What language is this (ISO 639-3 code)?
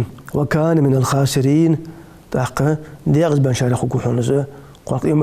inh